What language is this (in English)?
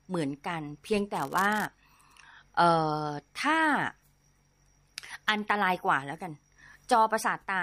Thai